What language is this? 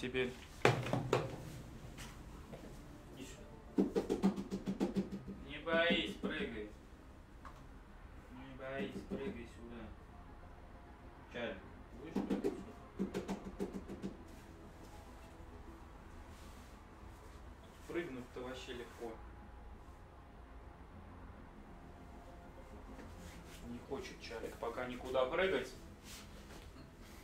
Russian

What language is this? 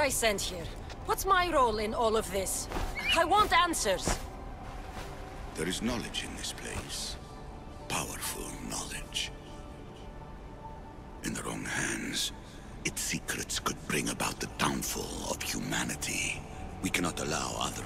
English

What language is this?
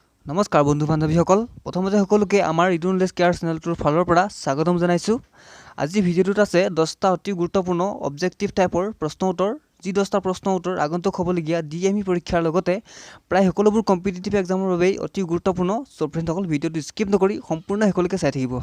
Assamese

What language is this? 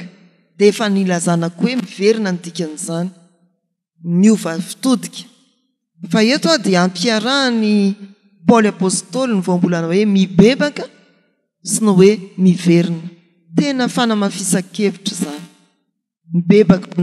Malagasy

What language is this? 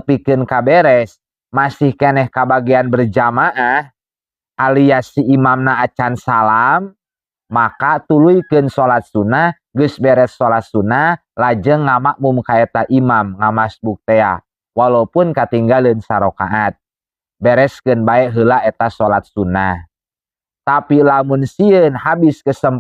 Sundanese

